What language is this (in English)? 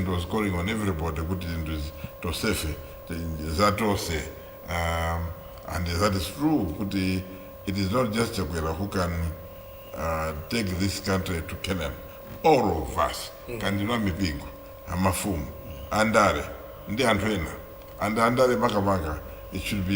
Nyanja